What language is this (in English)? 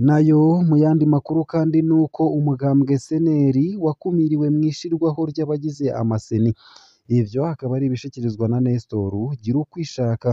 Rundi